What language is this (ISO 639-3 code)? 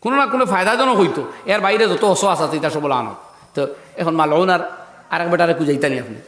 syl